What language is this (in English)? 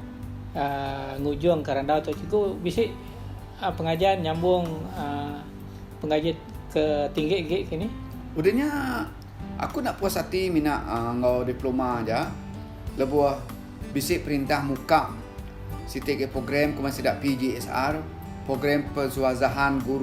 Iban